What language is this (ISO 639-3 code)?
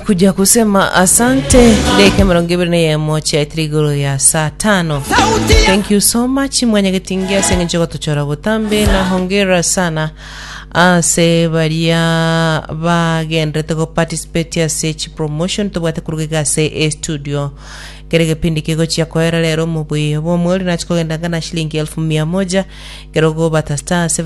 guz